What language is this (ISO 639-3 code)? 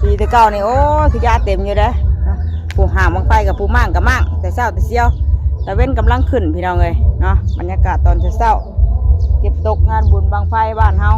tts